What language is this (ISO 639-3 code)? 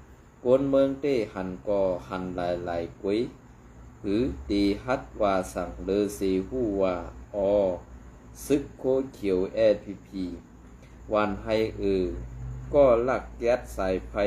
shn